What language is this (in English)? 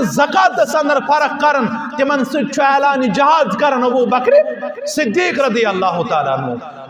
Kashmiri